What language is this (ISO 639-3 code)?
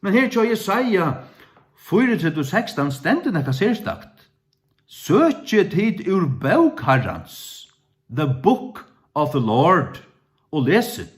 fao